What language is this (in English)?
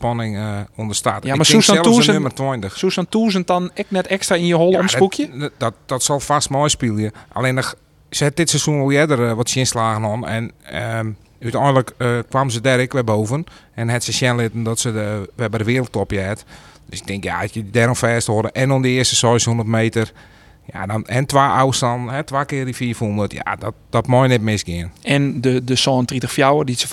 Western Frisian